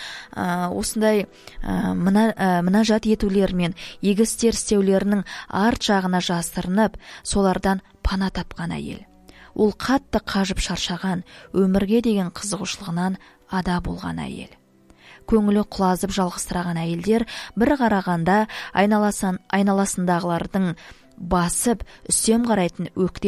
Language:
Kazakh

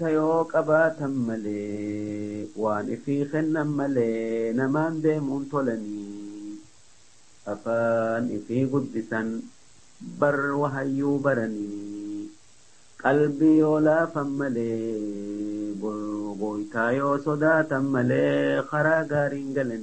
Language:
Oromo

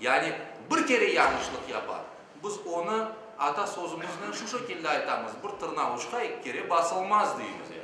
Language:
Crimean Tatar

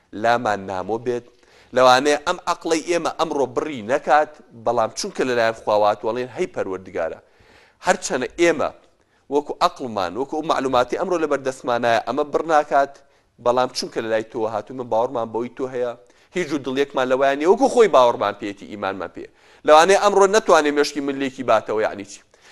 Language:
Central Kurdish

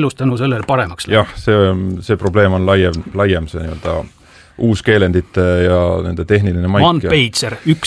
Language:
Estonian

